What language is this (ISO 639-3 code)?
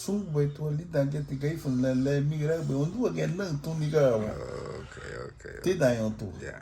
cab